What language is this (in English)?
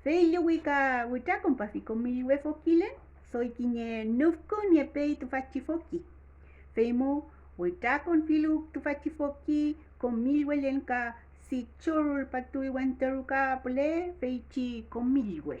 Mapuche